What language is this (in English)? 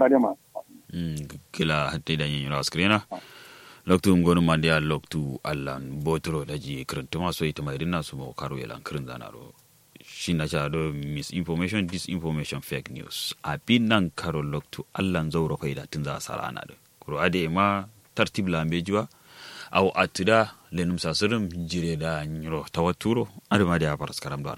Kanuri